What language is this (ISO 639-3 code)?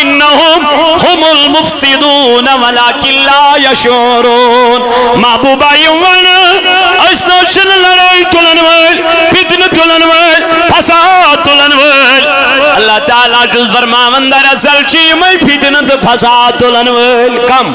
kas